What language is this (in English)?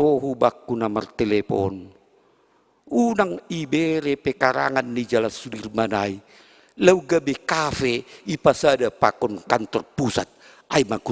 Batak Simalungun